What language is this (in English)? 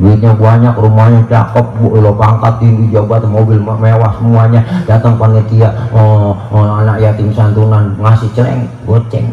Betawi